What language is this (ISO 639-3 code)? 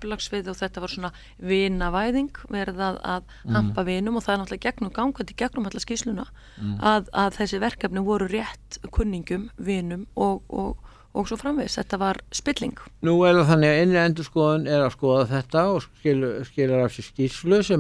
isl